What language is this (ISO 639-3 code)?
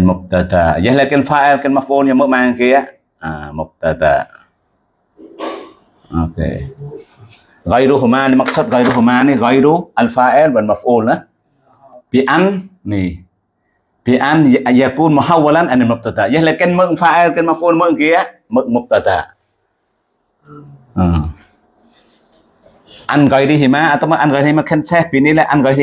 msa